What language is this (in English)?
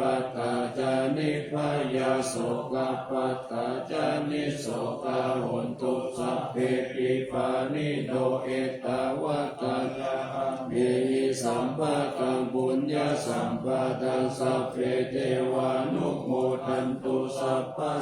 Pali